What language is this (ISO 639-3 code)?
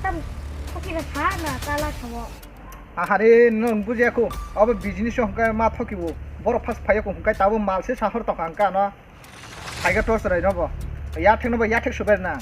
trp